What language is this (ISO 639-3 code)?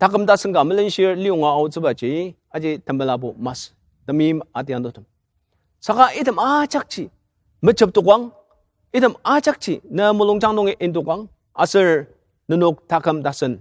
njo